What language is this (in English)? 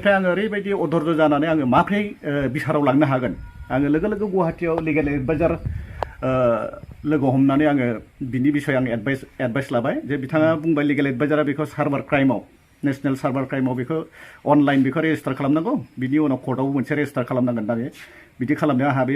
Bodo